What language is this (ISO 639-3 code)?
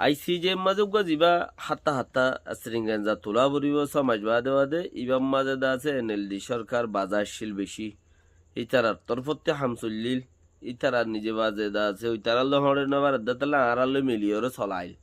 rhg